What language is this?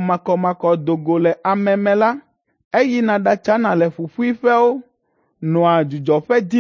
Ewe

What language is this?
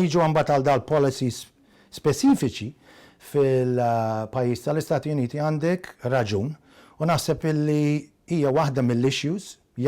Maltese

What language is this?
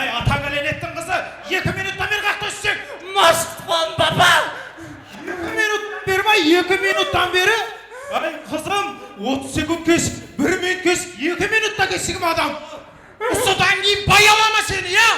Kara-Kalpak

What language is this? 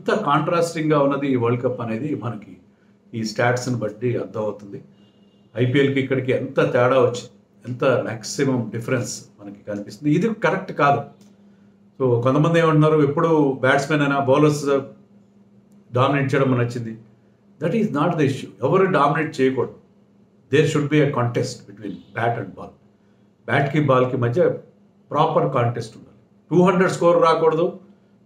Telugu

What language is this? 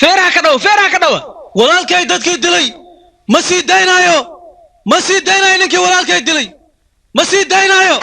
Somali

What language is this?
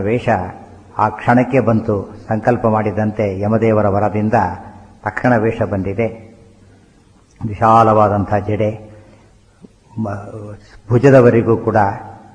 Kannada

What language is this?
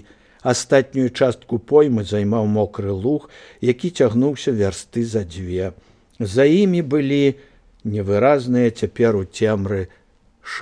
Belarusian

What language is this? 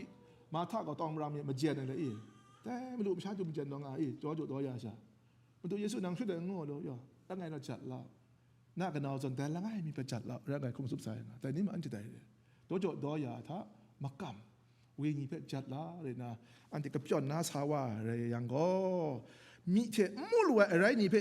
Kachin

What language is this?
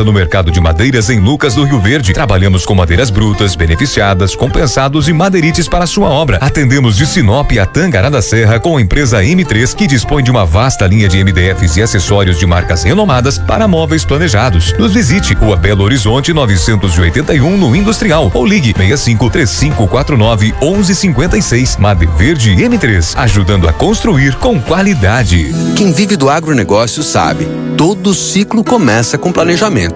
Portuguese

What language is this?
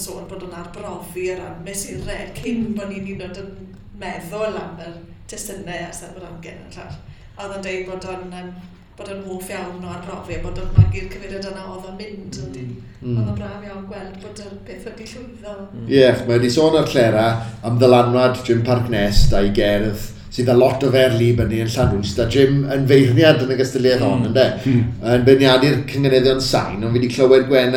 Welsh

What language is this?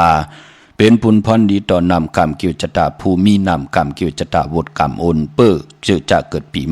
Shan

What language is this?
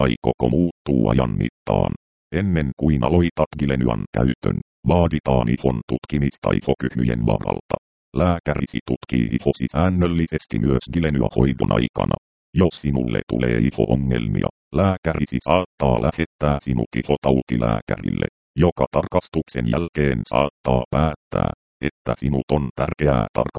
Finnish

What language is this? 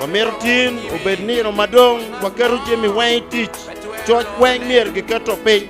Acoli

